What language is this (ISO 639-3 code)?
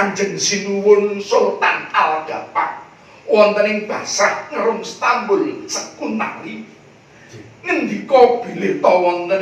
jav